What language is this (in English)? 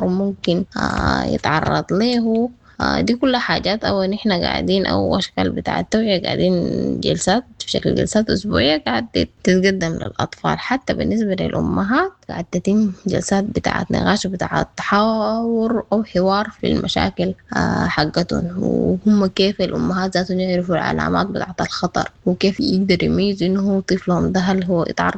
Sudanese Arabic